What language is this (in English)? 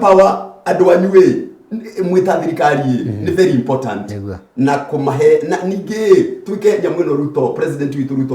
Kikuyu